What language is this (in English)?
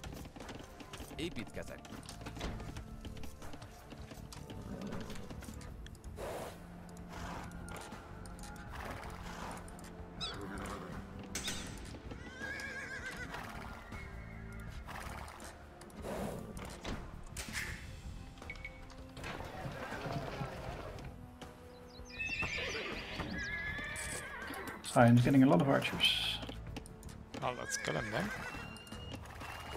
Hungarian